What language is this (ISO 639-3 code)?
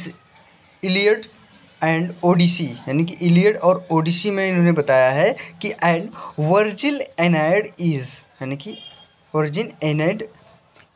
hin